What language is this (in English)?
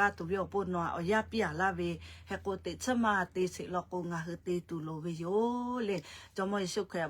Lahu